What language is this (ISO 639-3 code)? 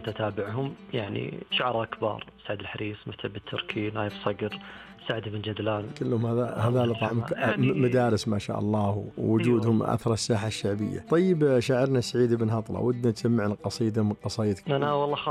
ars